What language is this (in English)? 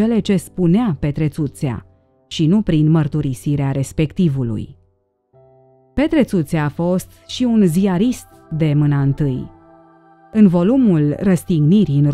Romanian